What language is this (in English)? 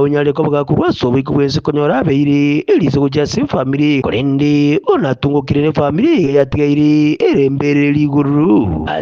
Gusii